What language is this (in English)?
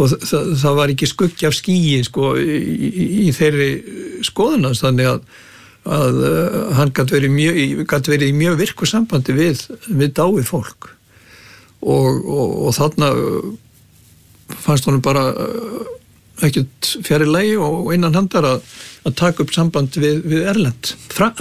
Icelandic